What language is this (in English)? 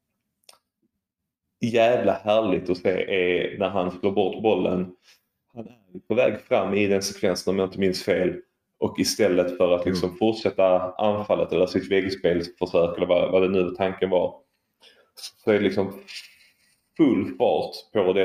Swedish